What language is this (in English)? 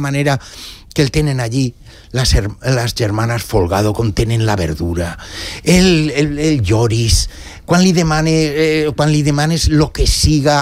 Catalan